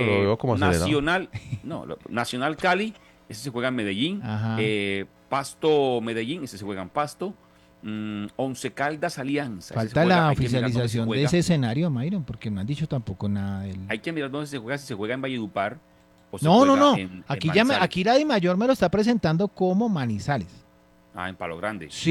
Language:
Spanish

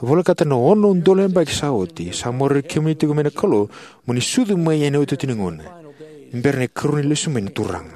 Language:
Fijian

